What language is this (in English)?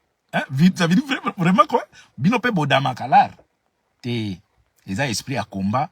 Lingala